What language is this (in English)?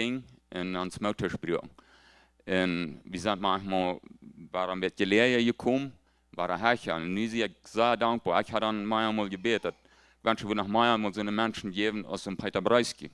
Plautdietsch